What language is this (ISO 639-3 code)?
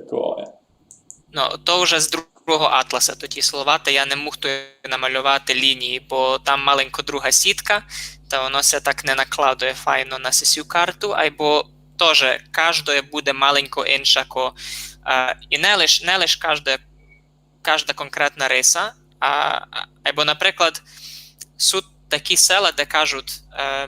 rue